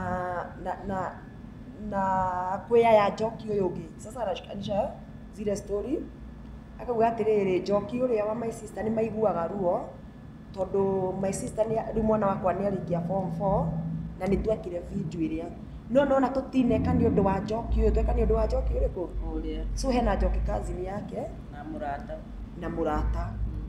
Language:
Kikuyu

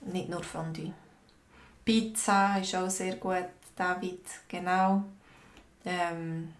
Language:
Swiss German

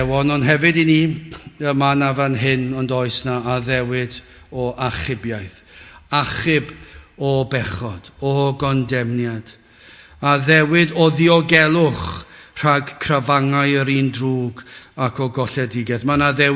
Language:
Welsh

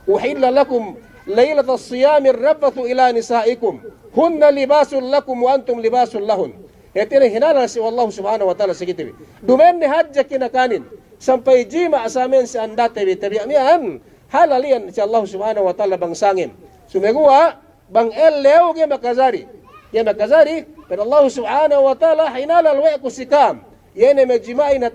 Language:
Yakan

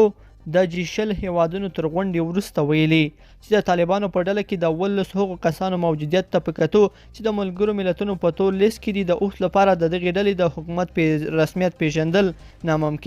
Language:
Pashto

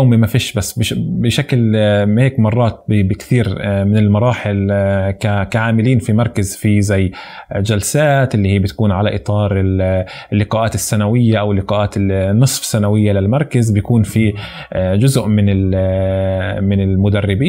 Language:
North Levantine Arabic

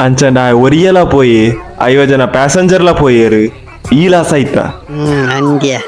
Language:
Tulu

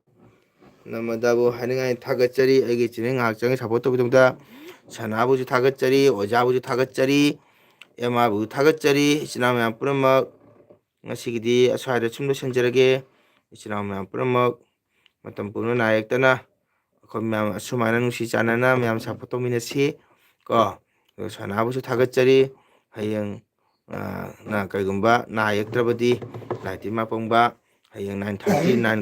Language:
Manipuri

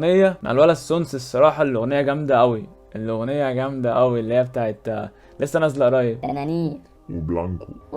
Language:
Egyptian Arabic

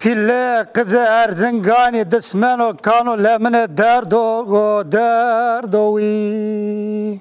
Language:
Zaza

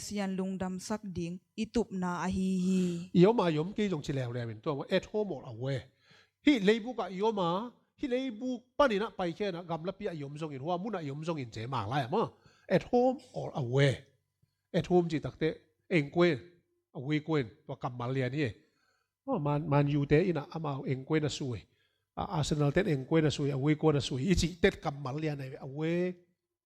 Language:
Tedim Chin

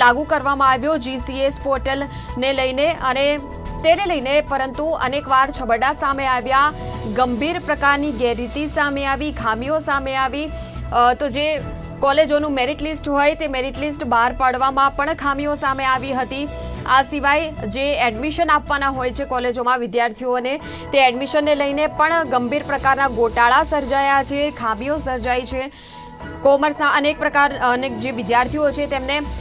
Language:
Gujarati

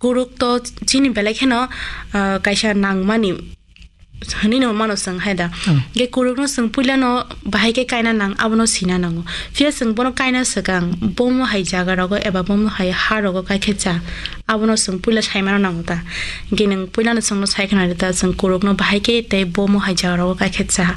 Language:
Kok Borok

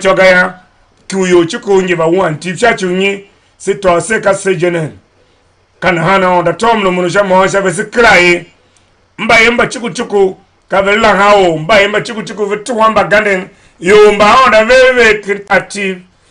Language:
Tiv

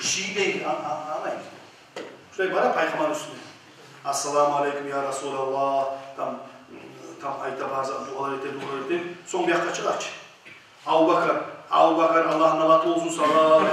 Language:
Kumyk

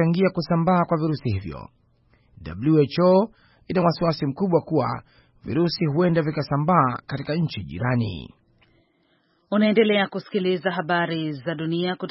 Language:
Swahili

